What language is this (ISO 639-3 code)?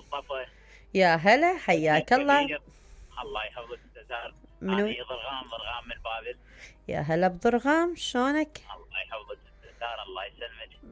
acm